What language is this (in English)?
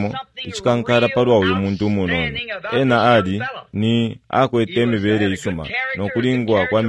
Bemba